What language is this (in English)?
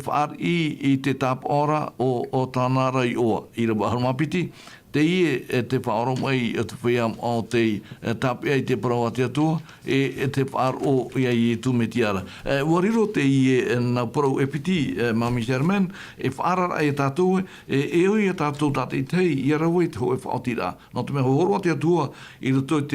Tahitian